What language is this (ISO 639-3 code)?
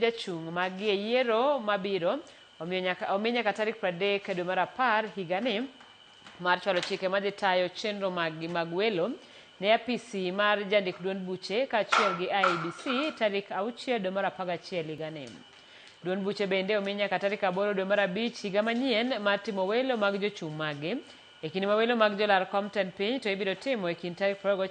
luo